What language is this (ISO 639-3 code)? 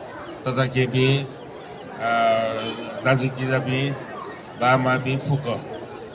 new